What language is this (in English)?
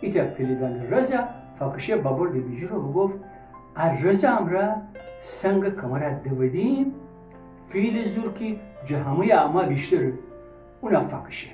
Gilaki